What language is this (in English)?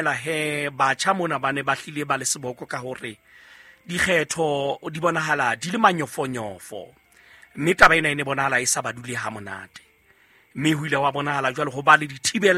Southern Sotho